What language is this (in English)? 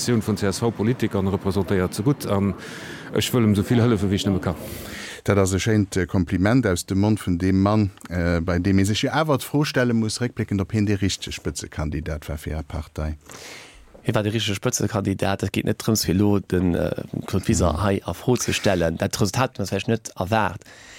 Luxembourgish